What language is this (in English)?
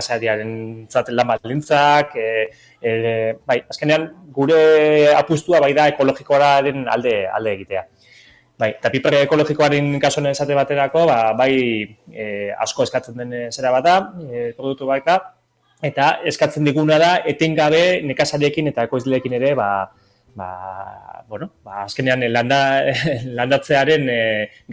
Basque